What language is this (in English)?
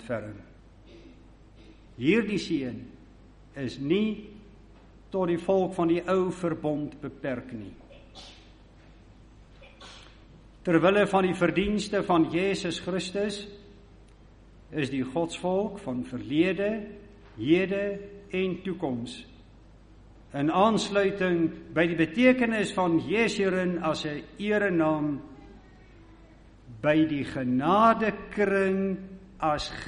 Afrikaans